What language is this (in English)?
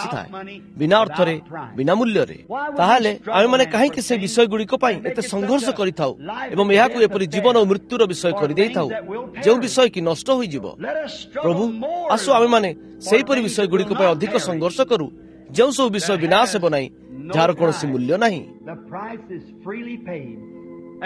Odia